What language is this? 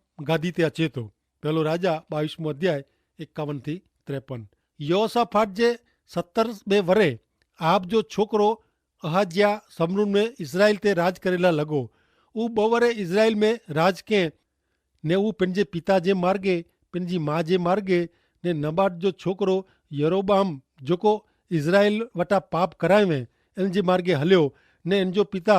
Kachhi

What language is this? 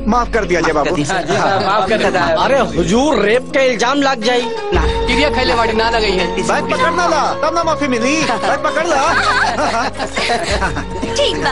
Bhojpuri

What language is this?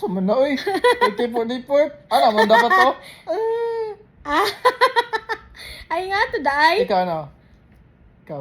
Cebuano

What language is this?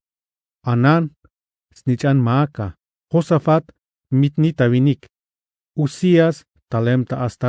Tzeltal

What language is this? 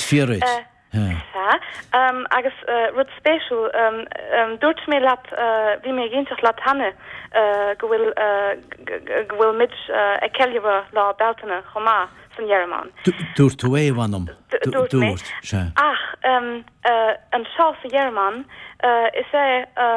Irish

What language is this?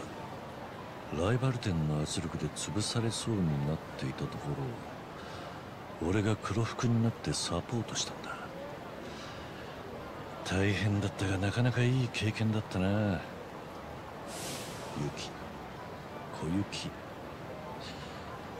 Japanese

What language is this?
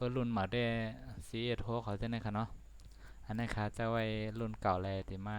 Shan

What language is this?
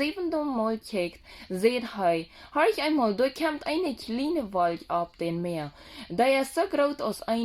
Plautdietsch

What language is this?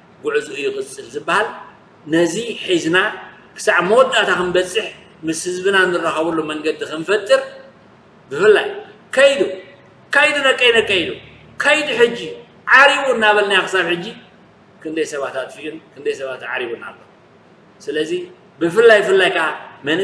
Tigrinya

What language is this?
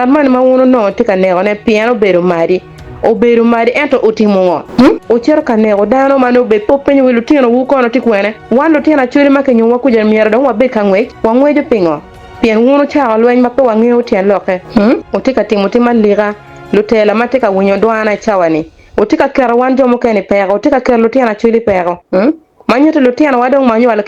Acoli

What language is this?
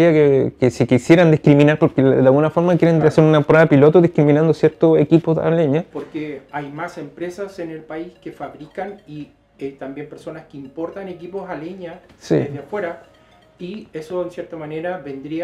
Spanish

